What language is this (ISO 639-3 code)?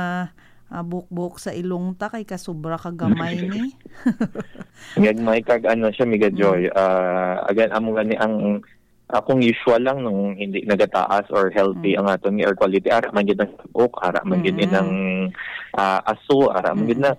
hil